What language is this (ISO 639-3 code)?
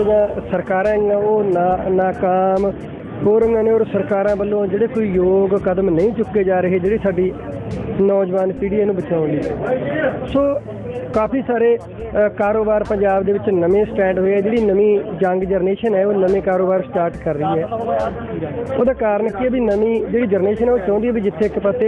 pan